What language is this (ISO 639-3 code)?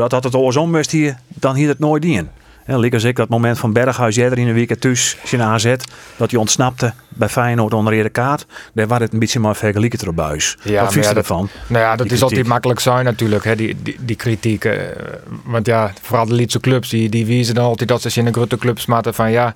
fry